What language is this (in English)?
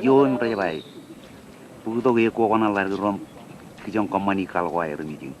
Marshallese